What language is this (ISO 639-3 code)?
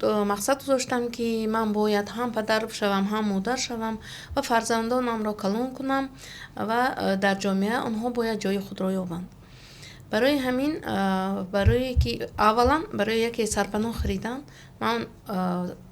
tgk